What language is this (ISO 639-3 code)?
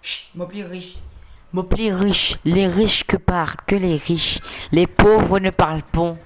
mfe